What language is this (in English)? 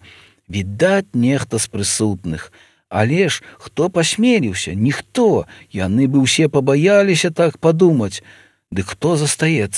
Belarusian